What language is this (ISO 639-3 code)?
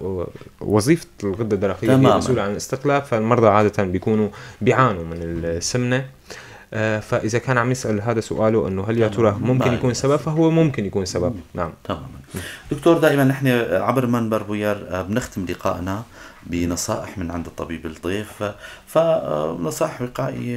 apc